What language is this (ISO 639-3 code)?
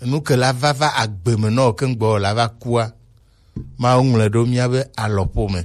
gej